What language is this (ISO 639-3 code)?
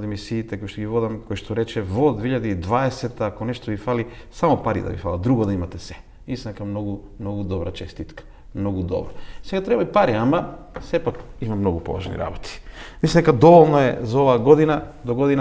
mkd